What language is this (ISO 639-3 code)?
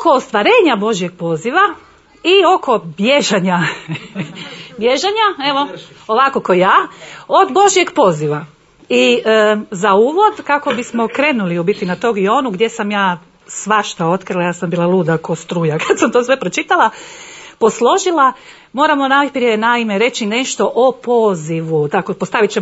hrv